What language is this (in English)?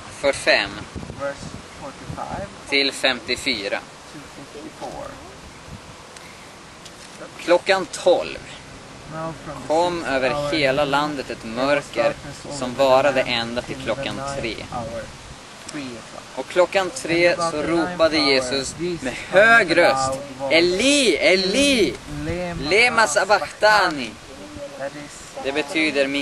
Swedish